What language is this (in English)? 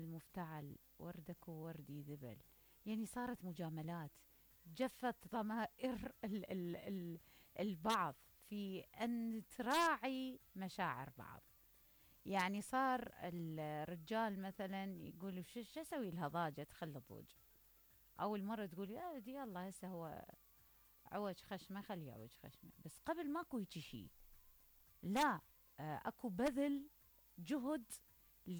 Mesopotamian Arabic